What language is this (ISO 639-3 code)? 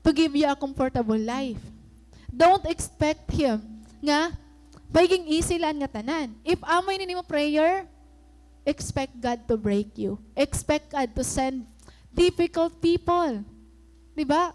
war